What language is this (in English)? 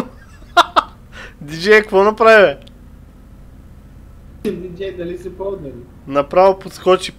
Bulgarian